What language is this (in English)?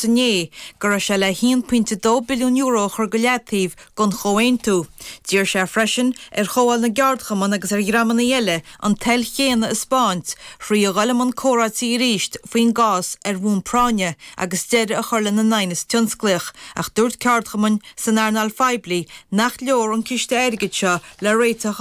Irish